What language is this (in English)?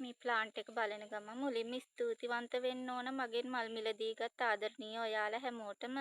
Sinhala